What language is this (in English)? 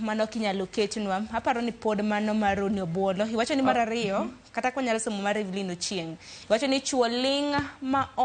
Luo (Kenya and Tanzania)